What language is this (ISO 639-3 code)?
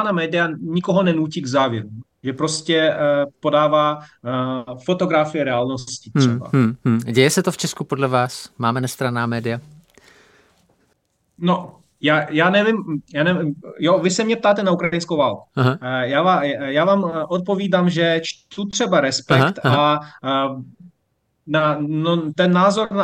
ces